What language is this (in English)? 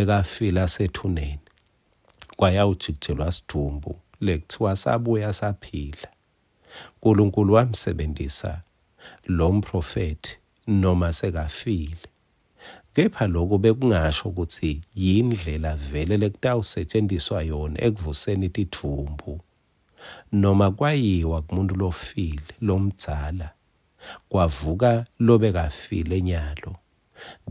Swati